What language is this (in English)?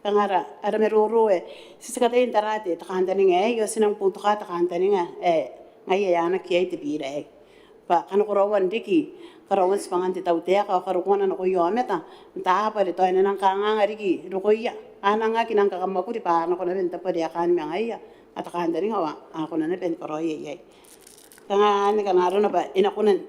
Gilbertese